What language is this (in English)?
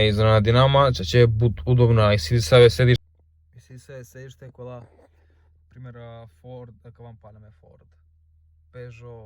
Romany